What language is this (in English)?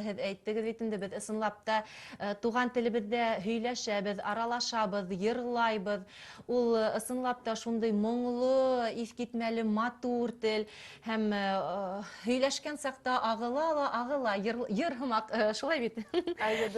Bashkir